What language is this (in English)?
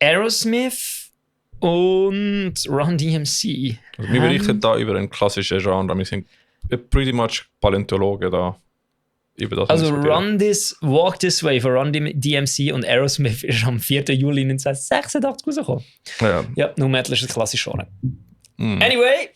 Swiss German